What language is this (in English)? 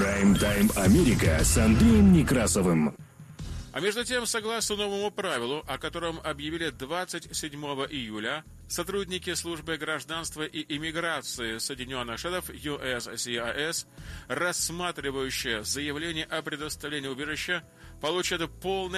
Russian